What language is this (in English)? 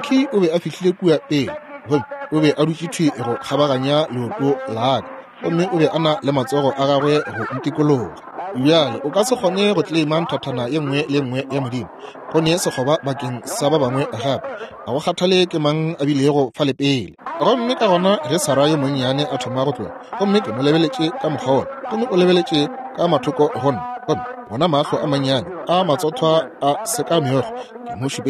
Northern Sotho